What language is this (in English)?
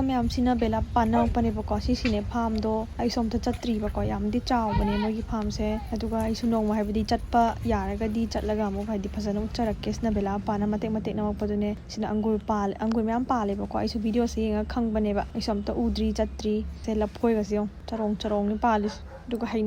Manipuri